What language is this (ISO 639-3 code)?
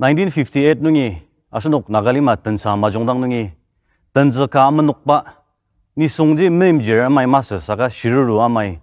njo